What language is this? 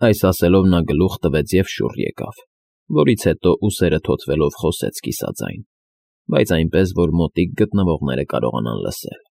Armenian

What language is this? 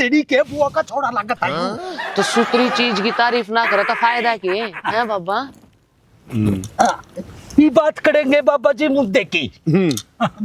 Haryanvi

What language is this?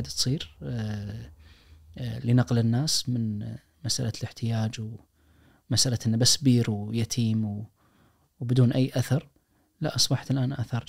Najdi Arabic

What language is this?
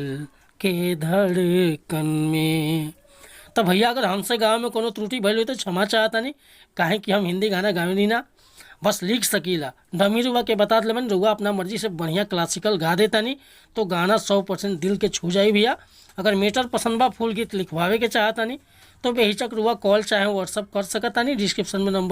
Bhojpuri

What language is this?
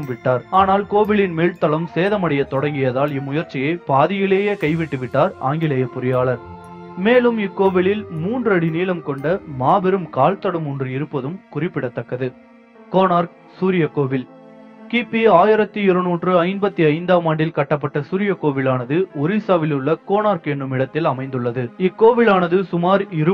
Tamil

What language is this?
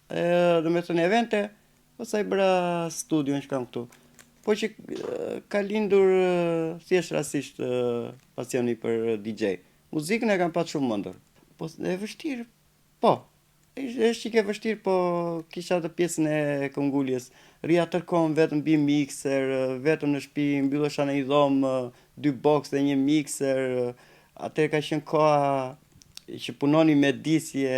Albanian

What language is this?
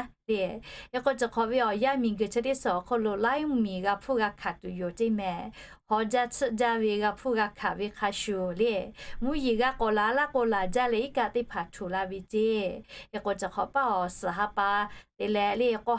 Lahu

